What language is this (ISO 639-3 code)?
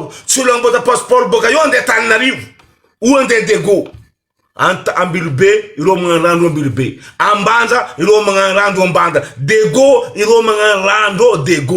mlg